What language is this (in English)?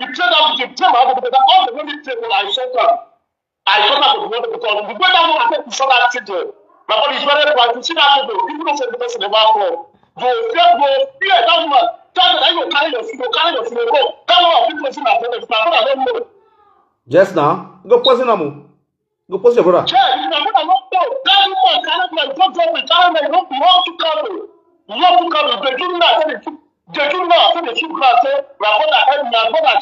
Nigerian Pidgin